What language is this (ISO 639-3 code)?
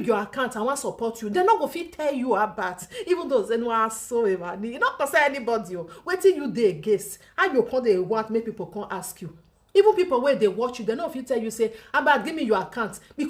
pcm